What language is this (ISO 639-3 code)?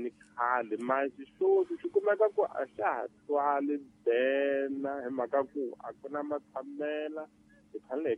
tso